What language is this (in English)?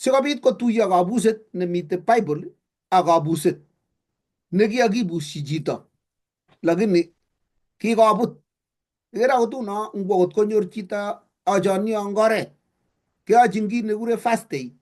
Kalenjin